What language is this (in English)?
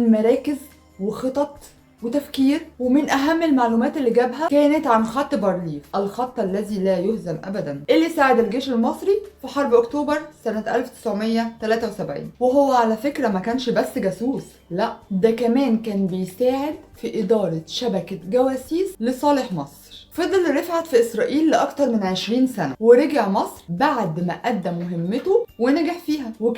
Egyptian Arabic